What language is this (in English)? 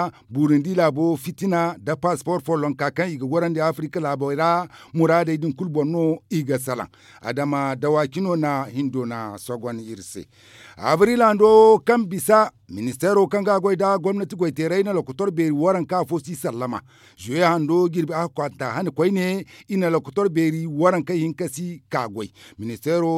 Zarma